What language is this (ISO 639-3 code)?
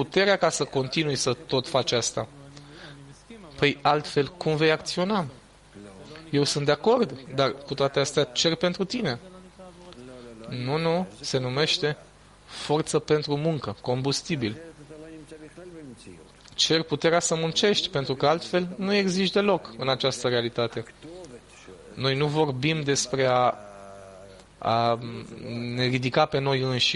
ron